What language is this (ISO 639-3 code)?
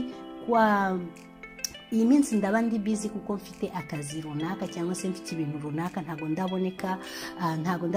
kin